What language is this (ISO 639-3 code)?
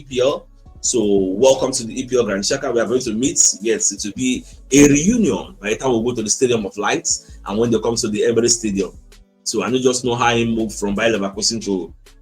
pcm